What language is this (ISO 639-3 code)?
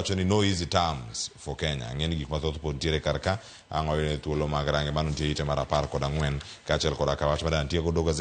luo